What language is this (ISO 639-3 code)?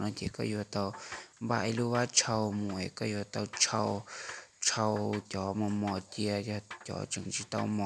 hmn